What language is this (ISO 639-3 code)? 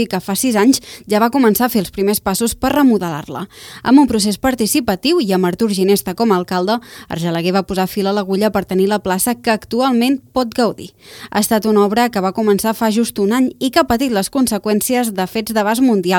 cat